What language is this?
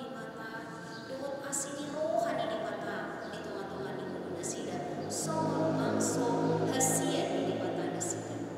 Batak Toba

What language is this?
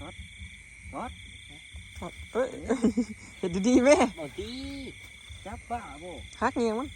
Northeastern Thai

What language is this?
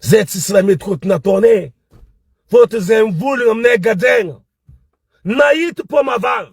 Malagasy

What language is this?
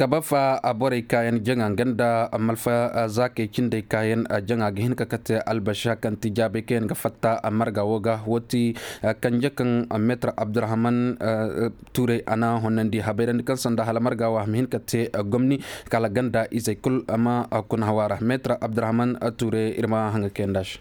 Koyraboro Senni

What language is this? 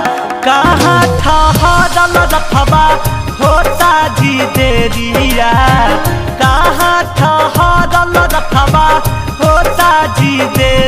Magahi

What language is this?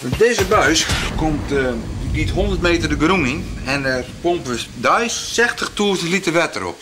Western Frisian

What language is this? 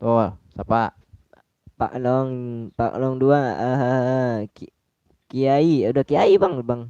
Betawi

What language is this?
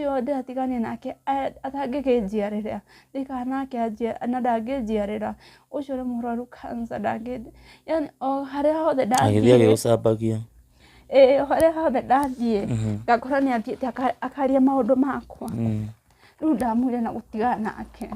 Kikuyu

